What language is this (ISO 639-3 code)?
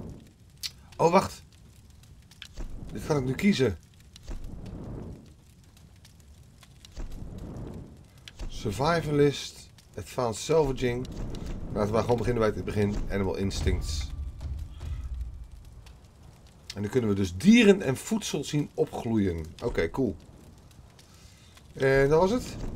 nld